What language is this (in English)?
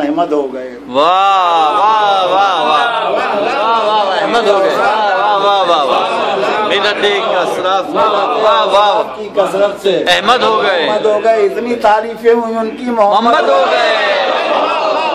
Urdu